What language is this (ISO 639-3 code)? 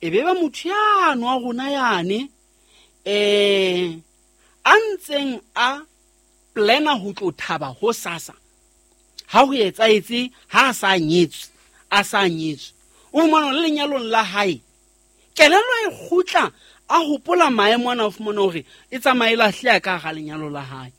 sot